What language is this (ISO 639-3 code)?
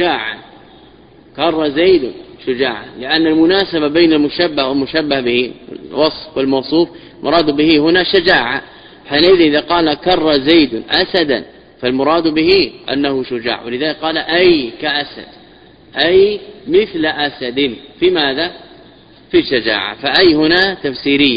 ara